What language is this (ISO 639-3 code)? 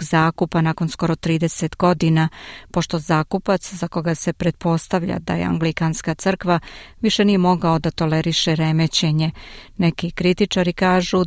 srp